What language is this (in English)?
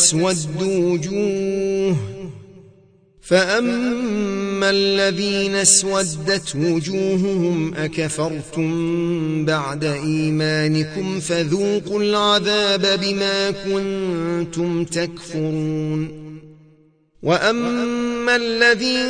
Arabic